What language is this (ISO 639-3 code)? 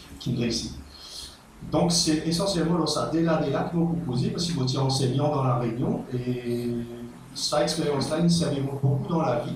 mfe